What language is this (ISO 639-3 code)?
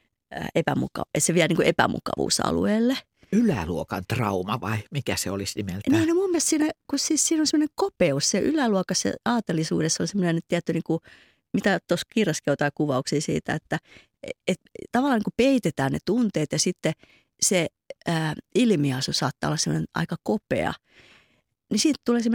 fin